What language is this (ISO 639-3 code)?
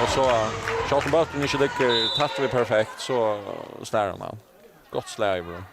fao